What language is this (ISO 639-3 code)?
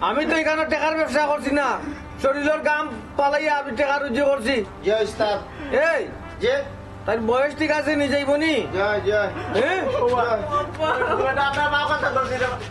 syl